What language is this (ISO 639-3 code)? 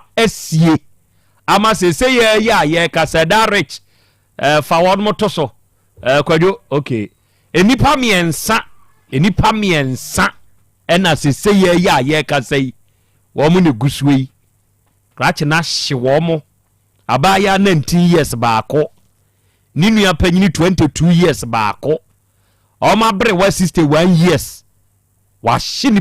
aka